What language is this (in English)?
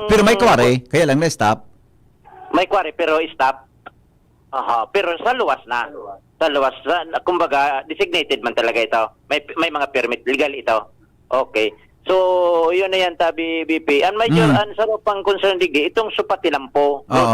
Bikol